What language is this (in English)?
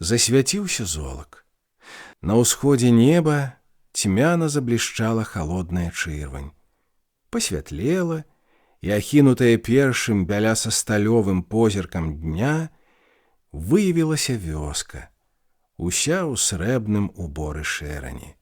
Belarusian